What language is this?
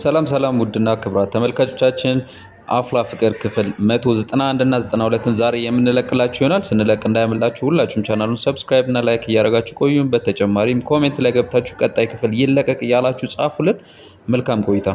Amharic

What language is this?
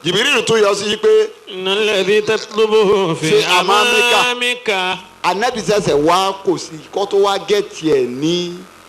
Yoruba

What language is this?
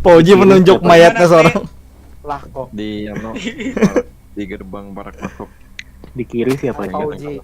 Banjar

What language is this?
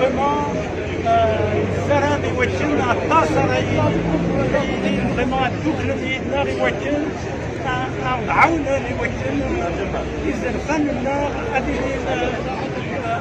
Kabyle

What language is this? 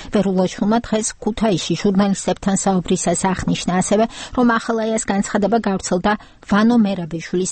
Georgian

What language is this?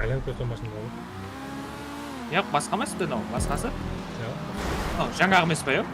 Kara-Kalpak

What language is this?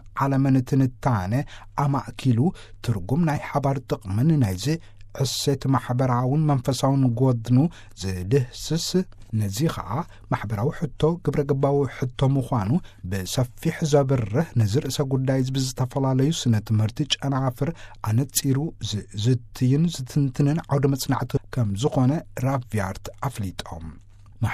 Tigrinya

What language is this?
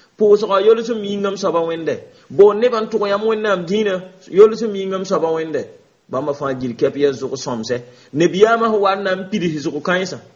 Mossi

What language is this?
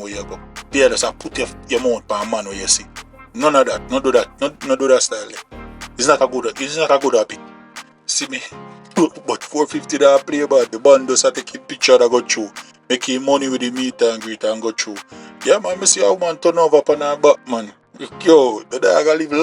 Jamaican Creole English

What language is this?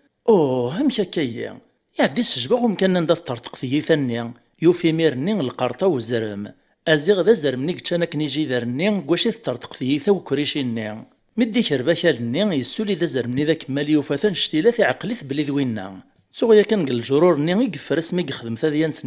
Kabyle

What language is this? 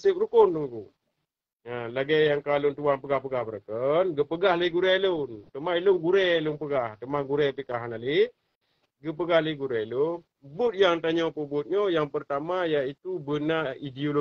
Achinese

